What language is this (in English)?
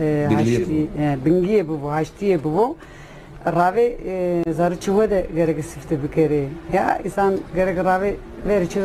Zaza